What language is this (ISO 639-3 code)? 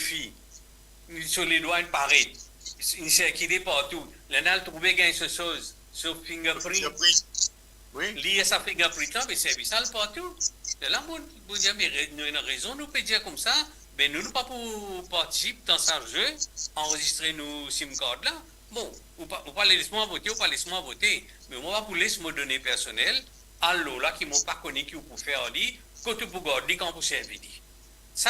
mfe